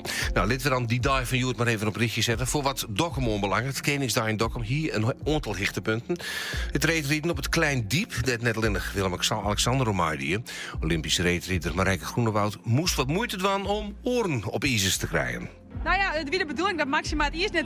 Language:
Western Frisian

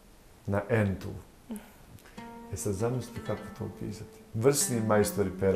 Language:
Bosnian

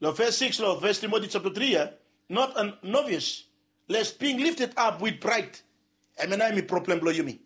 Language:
Bislama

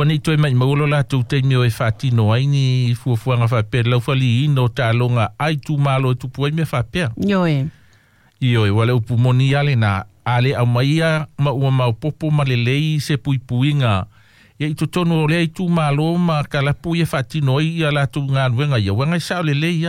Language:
Samoan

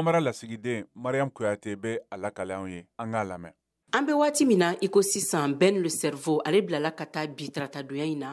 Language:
Bambara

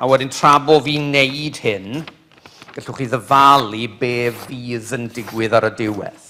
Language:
Welsh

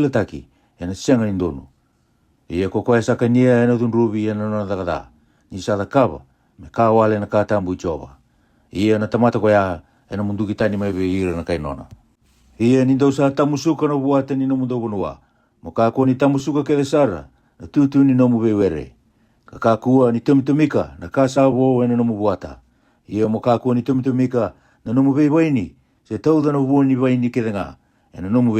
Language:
Fijian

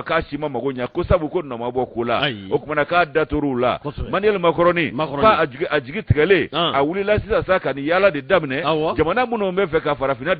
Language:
Bambara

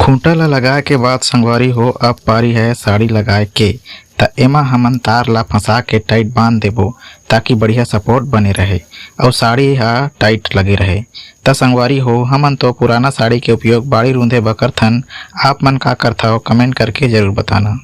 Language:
Chhattisgarhi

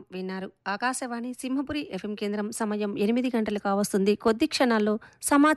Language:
Telugu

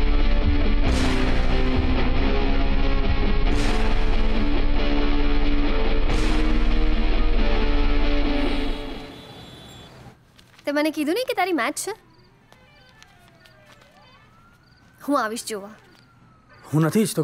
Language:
Gujarati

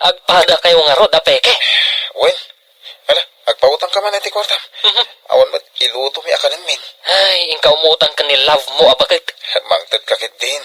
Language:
Iloko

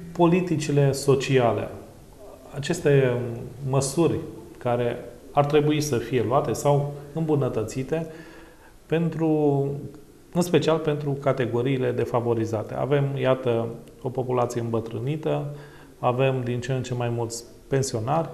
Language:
Romanian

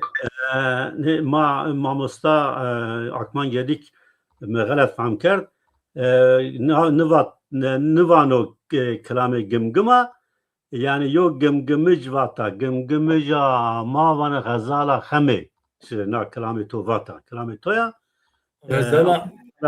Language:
Zaza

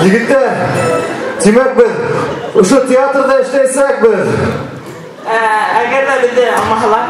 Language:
Bashkir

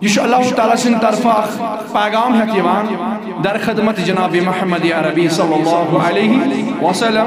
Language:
Kashmiri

